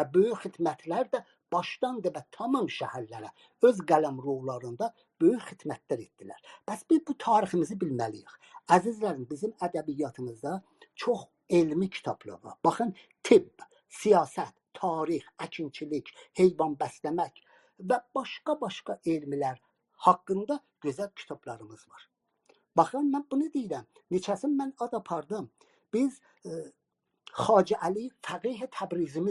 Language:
South Azerbaijani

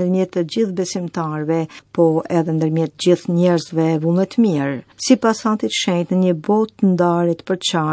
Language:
Albanian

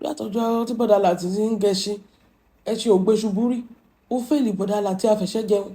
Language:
Yoruba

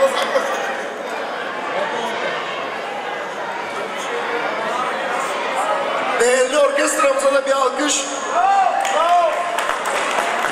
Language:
Turkish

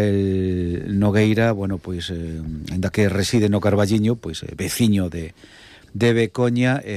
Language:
Galician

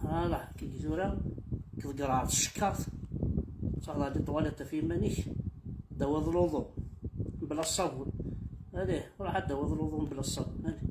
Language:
Kabyle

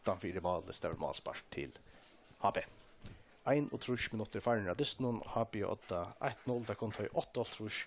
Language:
Faroese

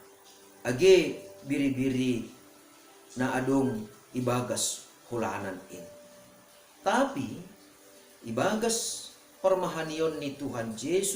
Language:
Batak Simalungun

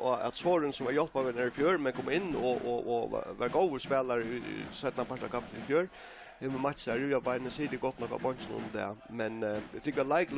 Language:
Faroese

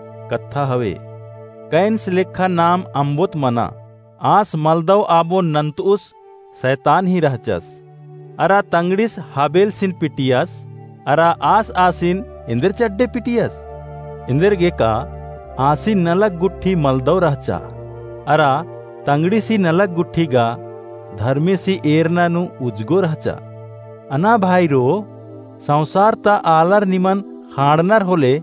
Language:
Kurukh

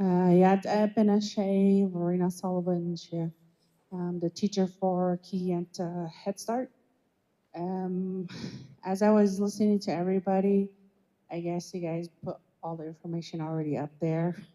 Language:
Navajo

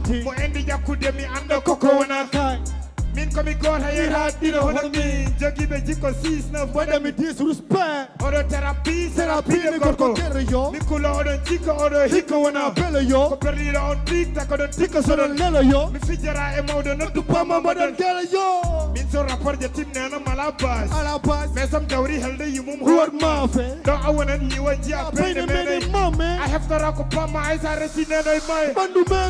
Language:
Fula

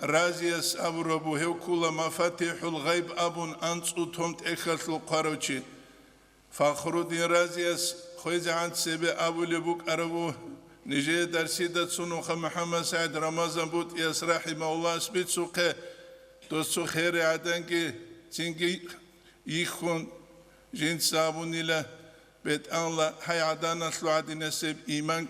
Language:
Avaric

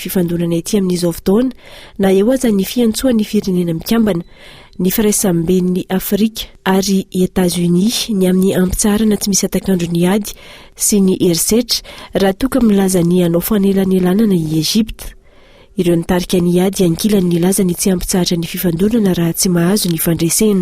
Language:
Malagasy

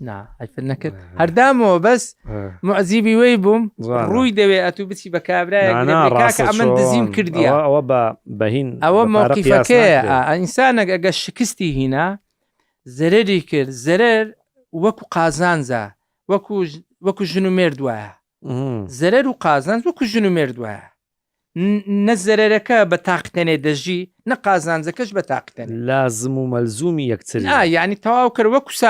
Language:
Central Kurdish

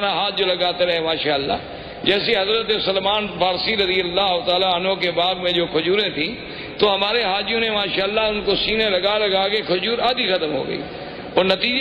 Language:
Urdu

